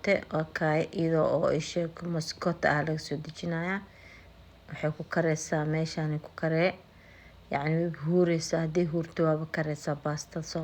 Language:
Somali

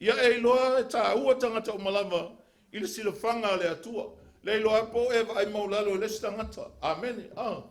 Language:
Samoan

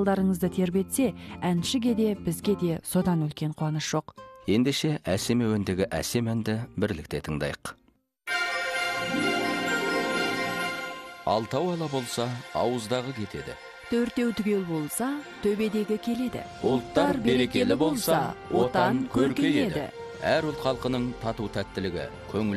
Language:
Kazakh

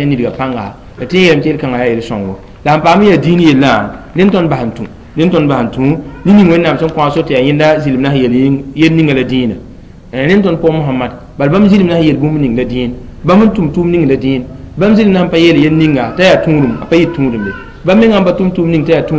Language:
Mossi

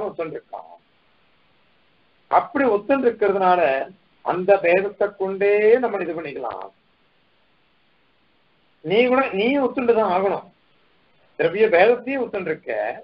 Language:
Tamil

